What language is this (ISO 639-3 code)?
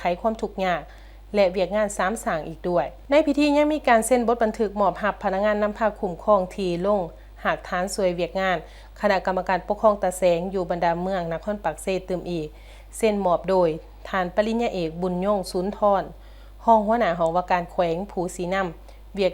lao